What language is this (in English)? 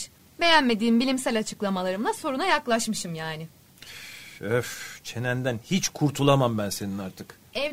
Turkish